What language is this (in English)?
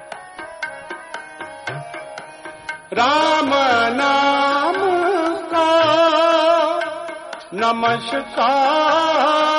Hindi